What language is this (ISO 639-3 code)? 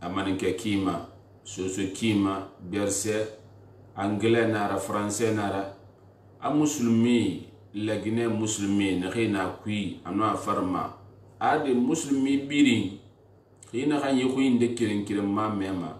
sus